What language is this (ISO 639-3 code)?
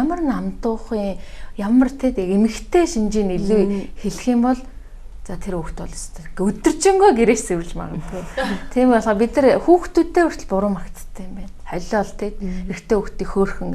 mon